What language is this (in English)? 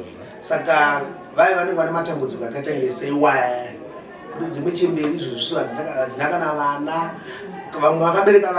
Shona